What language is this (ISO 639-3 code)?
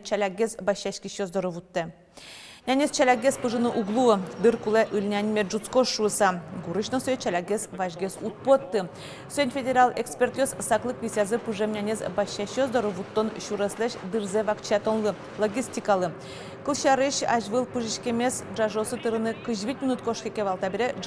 udm